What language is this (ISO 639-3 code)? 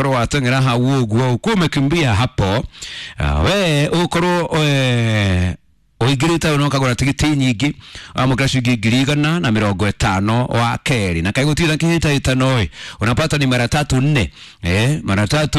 kik